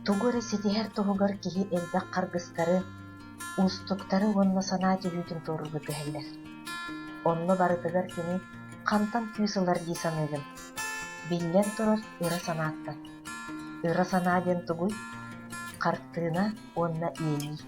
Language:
Yakut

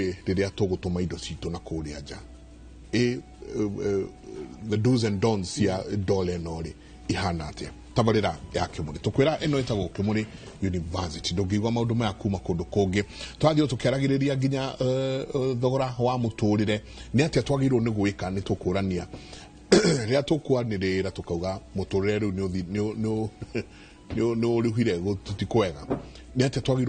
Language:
Kikuyu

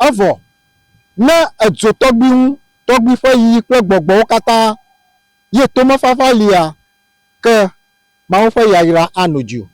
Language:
Ewe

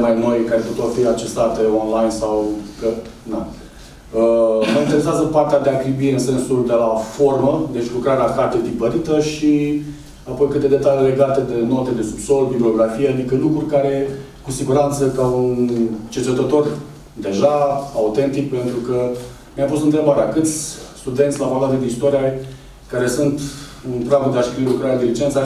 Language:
Romanian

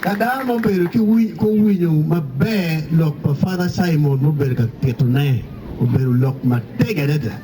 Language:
Acoli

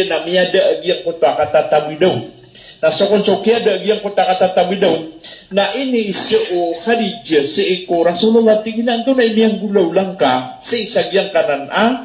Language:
Maranao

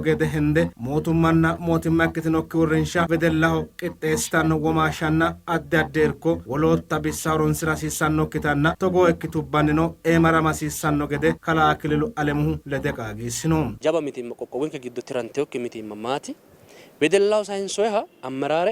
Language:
Sidamo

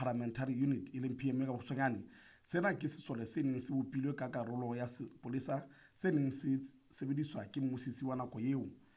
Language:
Southern Sotho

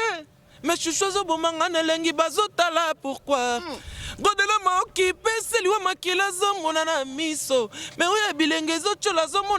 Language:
Lingala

